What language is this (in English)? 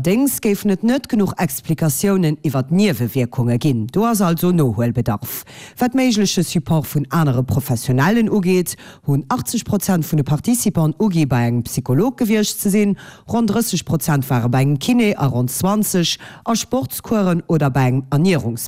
Luxembourgish